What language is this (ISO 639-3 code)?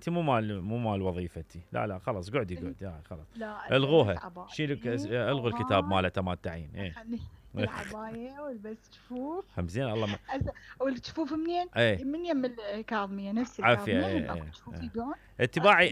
acm